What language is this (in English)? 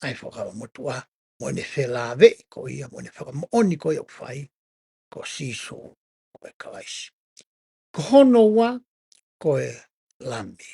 Tongan